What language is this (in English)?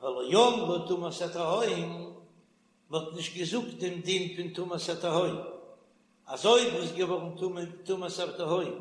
Yiddish